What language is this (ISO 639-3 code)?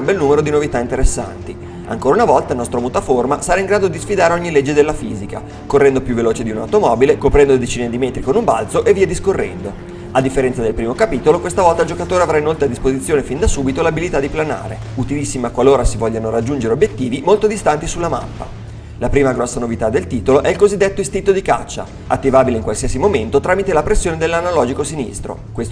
ita